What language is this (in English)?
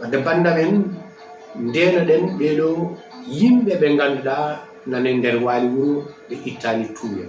Fula